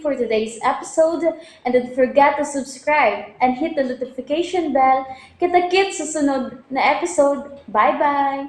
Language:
Cebuano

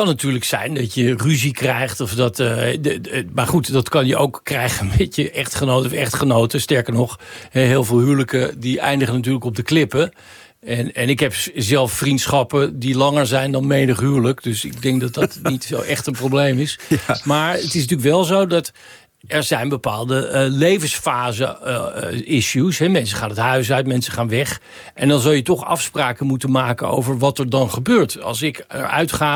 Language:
Dutch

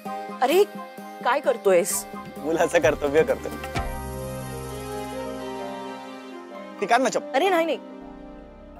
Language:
Marathi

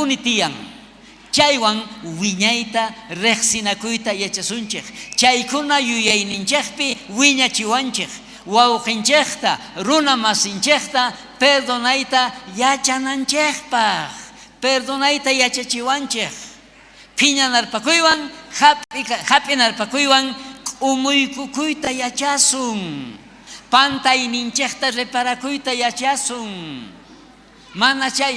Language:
South Bolivian Quechua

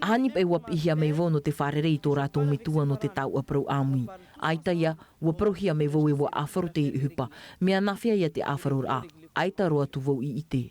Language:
Tahitian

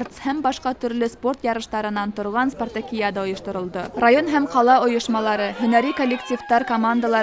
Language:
Bashkir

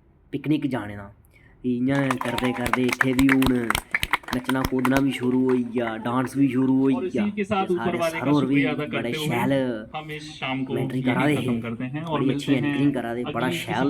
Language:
Dogri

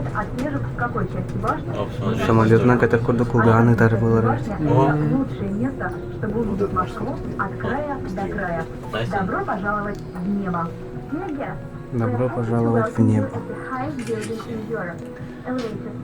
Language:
Yakut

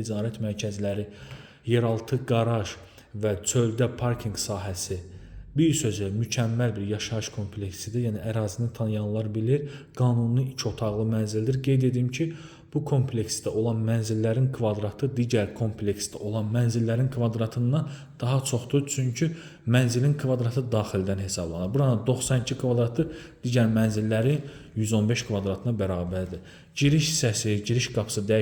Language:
Azerbaijani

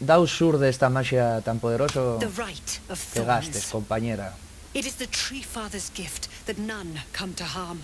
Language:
Asturian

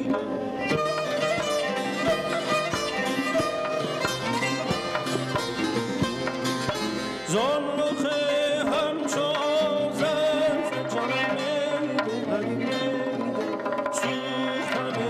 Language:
Persian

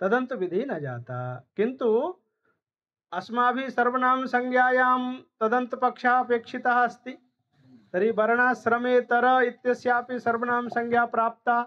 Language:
Sanskrit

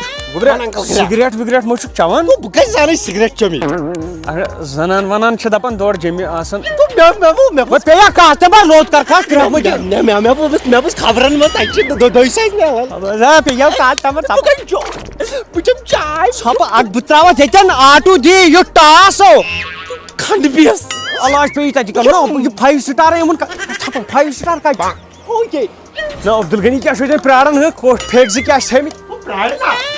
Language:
Kashmiri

